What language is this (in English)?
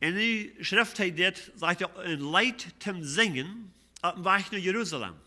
Plautdietsch